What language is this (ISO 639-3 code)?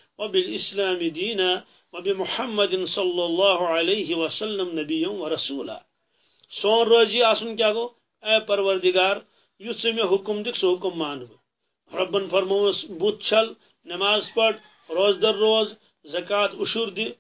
kas